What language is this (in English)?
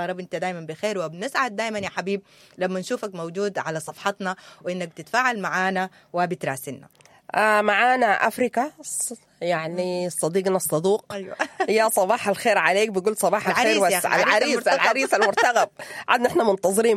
Sudanese Arabic